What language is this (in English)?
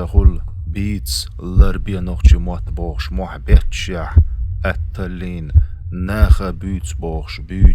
Chechen